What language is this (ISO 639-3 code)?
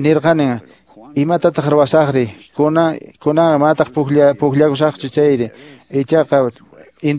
que